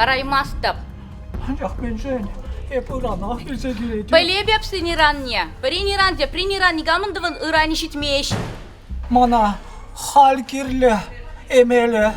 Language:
Chuvash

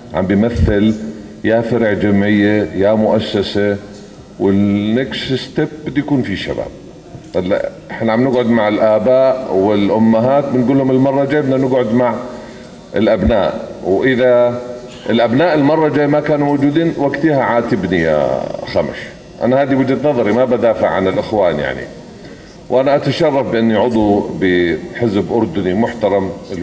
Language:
North Levantine Arabic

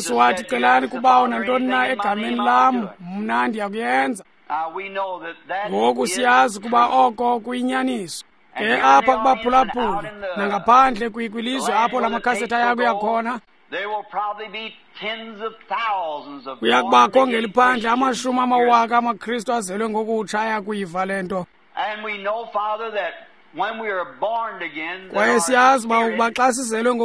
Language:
Xhosa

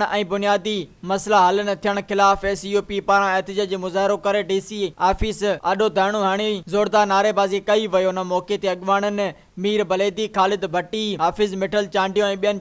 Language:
Sindhi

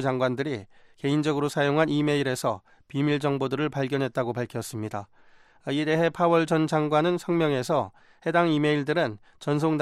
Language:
Korean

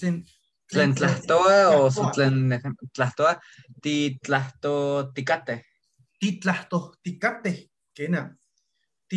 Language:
Eastern Huasteca Nahuatl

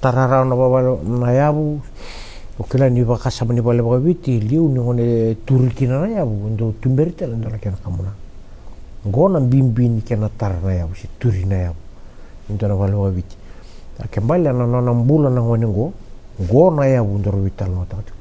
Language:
Fijian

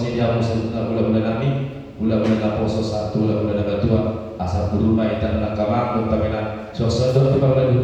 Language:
Batak Toba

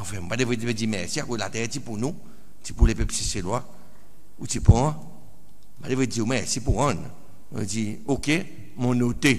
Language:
Seselwa Creole French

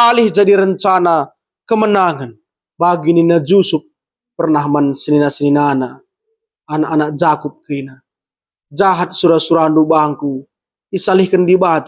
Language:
Batak Karo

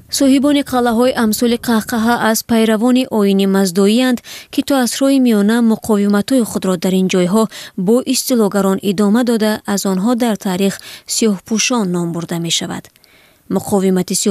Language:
Tajik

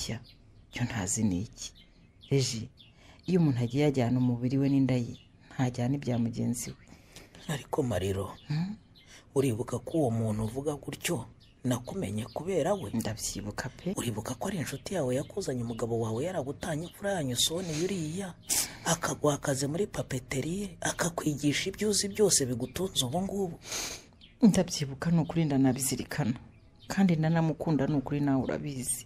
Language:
Kinyarwanda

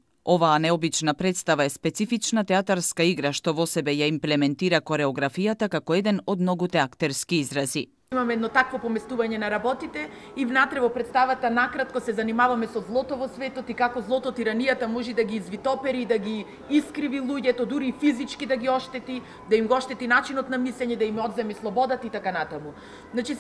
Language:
Macedonian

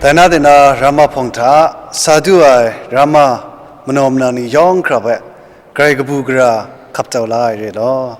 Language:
Kachin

